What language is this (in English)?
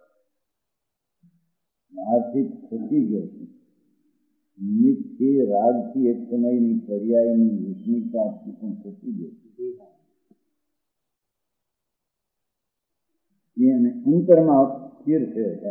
Gujarati